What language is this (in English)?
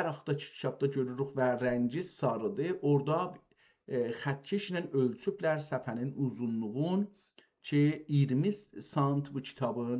South Azerbaijani